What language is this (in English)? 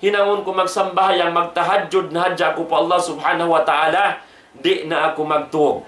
Tausug